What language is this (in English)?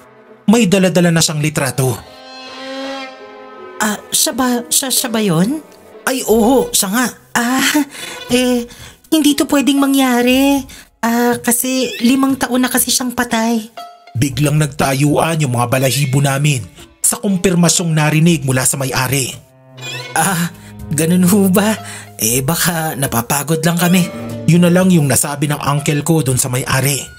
Filipino